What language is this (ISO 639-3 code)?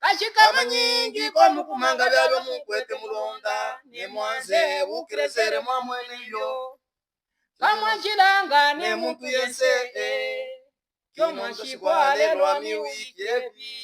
lub